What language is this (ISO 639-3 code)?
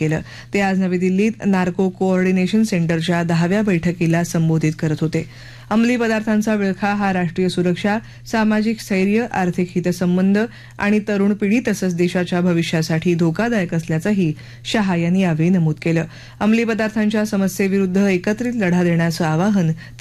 mar